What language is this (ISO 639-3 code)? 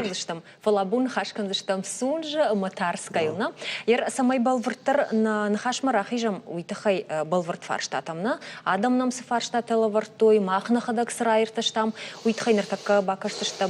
oss